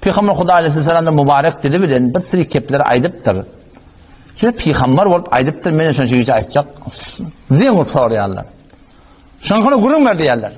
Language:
Turkmen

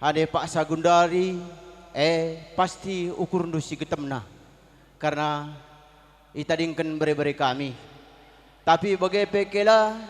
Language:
Batak Karo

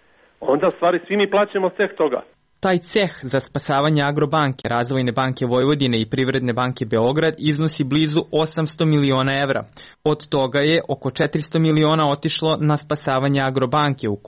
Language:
Serbian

